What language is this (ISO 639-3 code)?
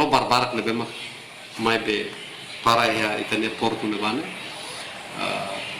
tet